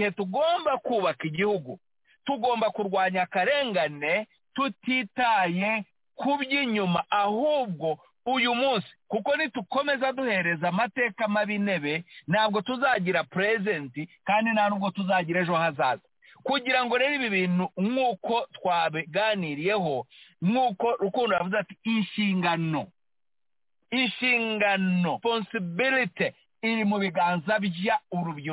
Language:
Kinyarwanda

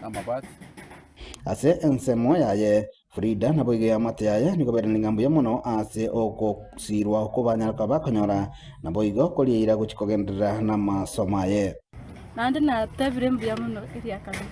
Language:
Gusii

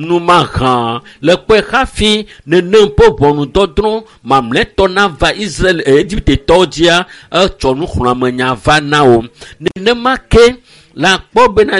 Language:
Ewe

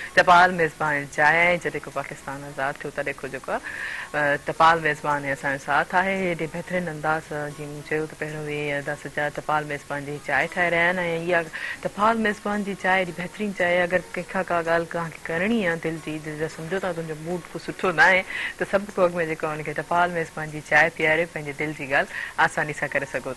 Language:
Sindhi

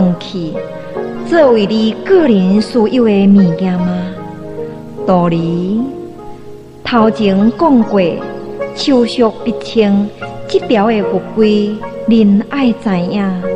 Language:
Min Nan Chinese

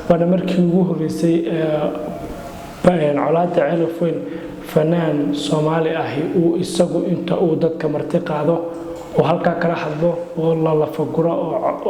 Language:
Somali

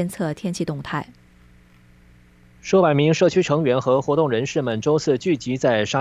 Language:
Chinese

